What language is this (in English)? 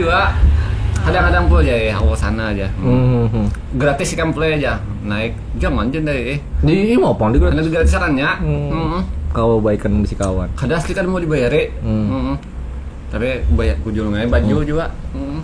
Banjar